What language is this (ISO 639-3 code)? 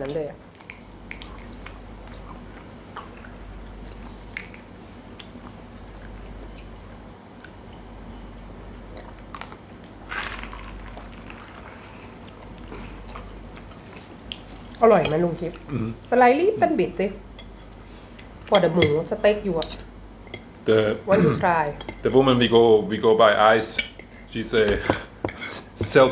tha